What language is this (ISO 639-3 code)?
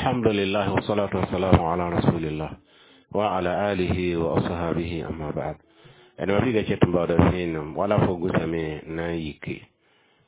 mos